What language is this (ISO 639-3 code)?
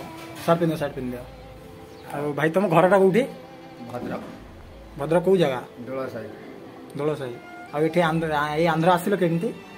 ori